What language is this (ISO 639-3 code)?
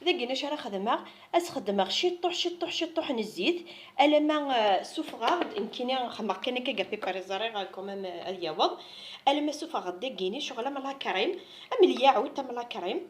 kab